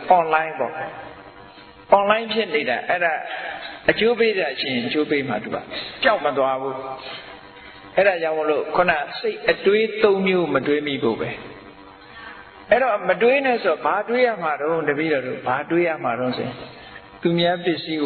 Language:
Burmese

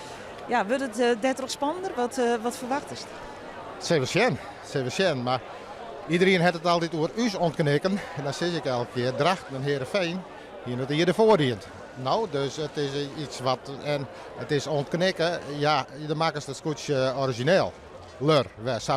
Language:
Western Frisian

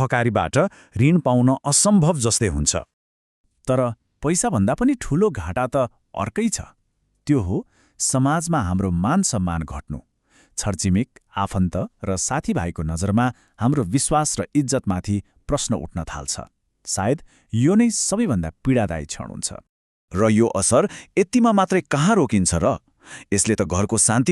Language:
Nepali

